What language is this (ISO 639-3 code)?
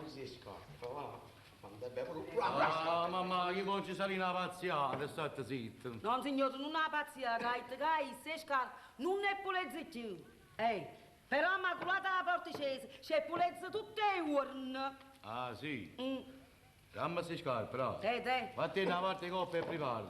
nap